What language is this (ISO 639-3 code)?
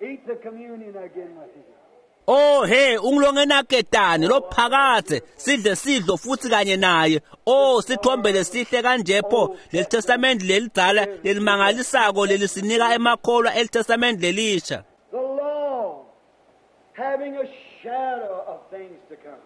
ssw